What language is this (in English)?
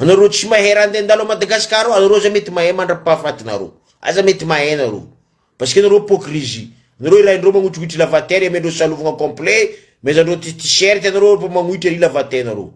Malagasy